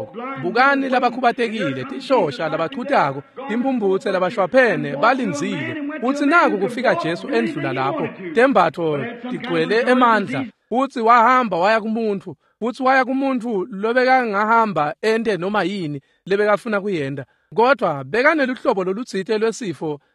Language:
Swati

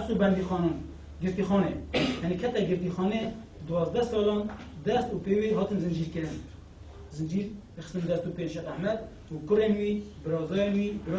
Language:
Kurdish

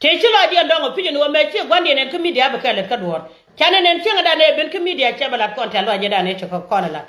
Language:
Nuer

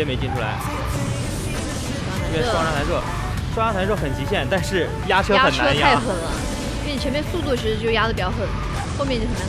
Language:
Chinese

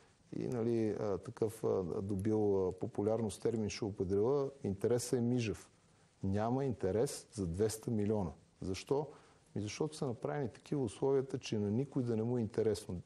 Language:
Bulgarian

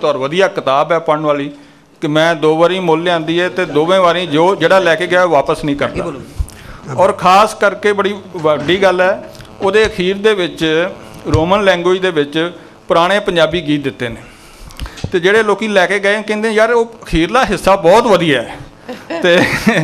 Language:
Punjabi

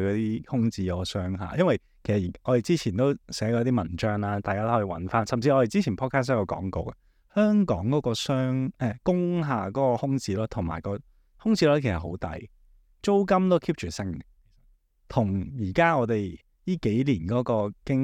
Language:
Cantonese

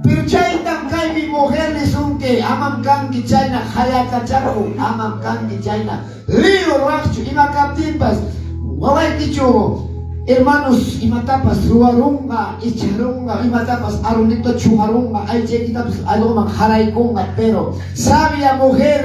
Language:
Quechua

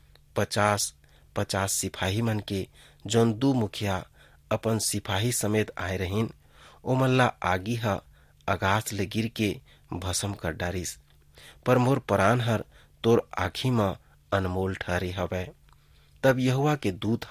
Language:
Chhattisgarhi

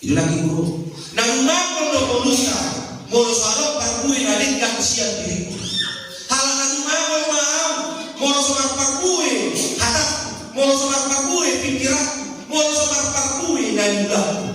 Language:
Batak Toba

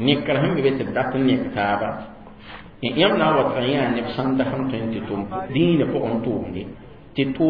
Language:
Mossi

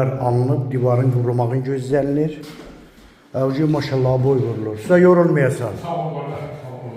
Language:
Azerbaijani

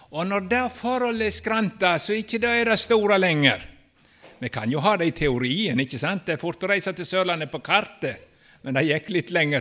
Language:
Norwegian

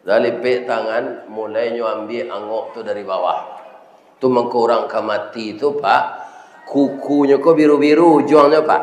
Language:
Minangkabau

